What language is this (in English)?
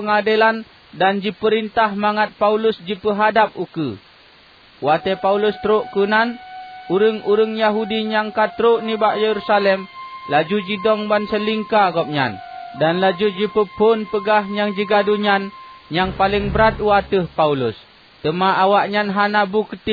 Achinese